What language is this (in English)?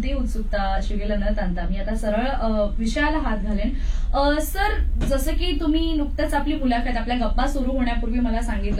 Marathi